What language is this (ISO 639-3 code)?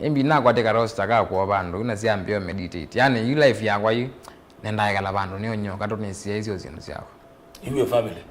kam